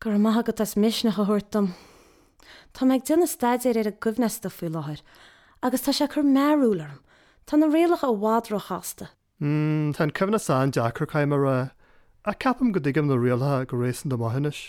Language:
Irish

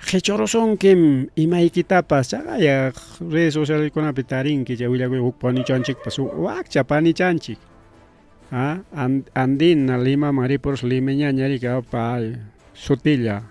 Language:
Ayacucho Quechua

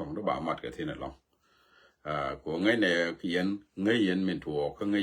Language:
Nuer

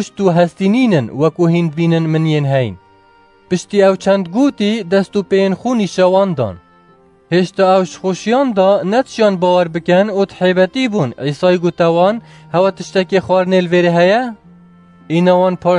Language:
Kurdish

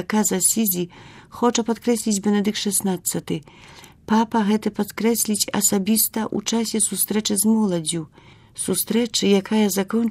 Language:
Belarusian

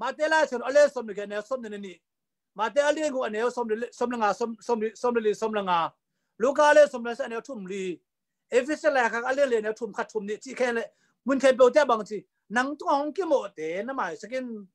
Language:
Tedim Chin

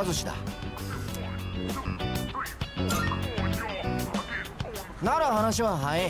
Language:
Japanese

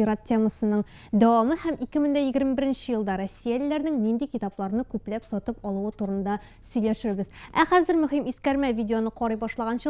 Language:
Tatar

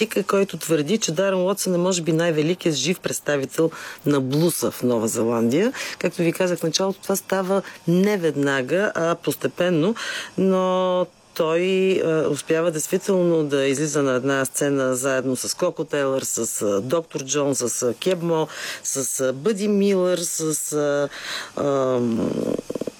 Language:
Bulgarian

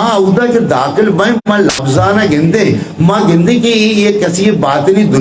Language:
Eastern Balochi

